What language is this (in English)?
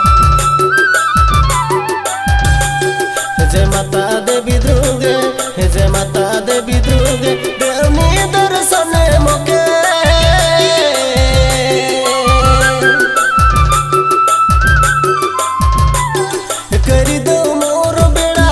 Bhojpuri